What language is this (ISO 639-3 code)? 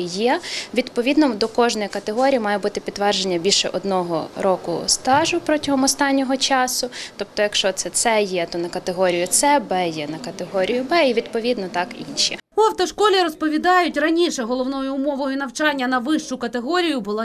ukr